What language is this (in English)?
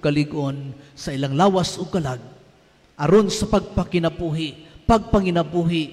Cebuano